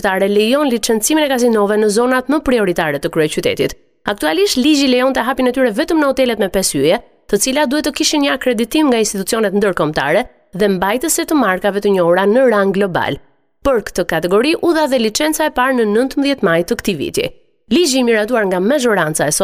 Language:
Albanian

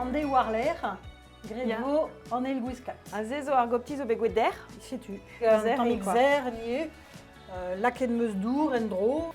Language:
Breton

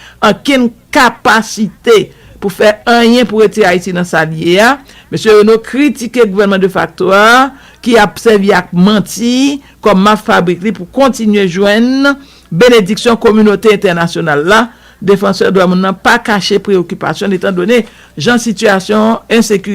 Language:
Haitian Creole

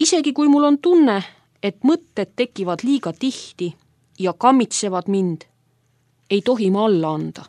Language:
Estonian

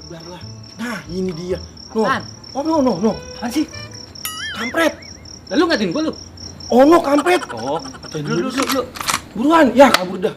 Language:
Betawi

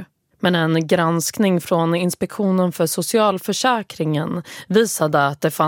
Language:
Swedish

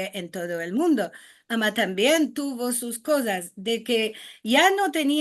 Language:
Ladino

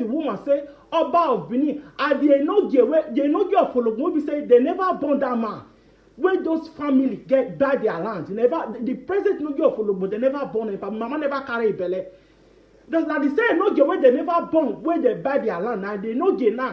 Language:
Nigerian Pidgin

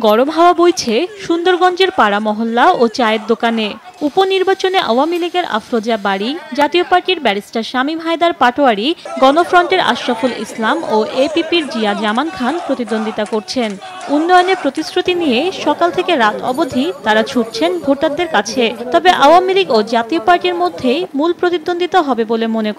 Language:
Bangla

